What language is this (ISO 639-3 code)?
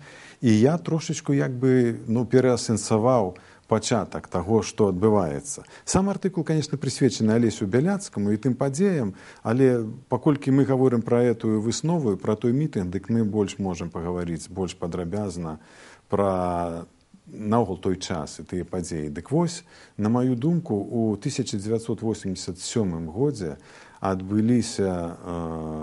bel